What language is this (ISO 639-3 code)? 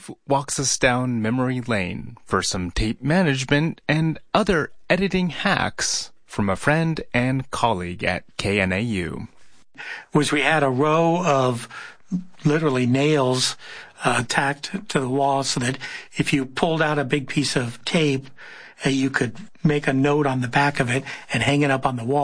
eng